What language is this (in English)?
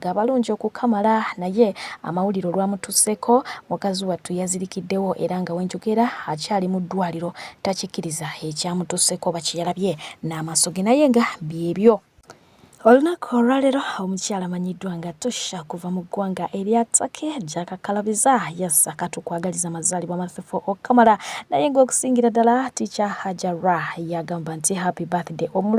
Ganda